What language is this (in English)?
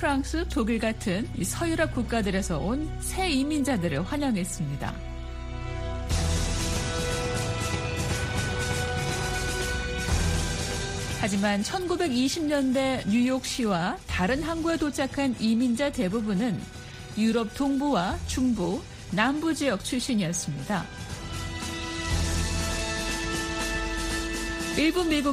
Korean